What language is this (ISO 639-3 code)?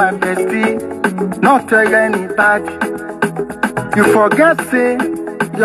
pcm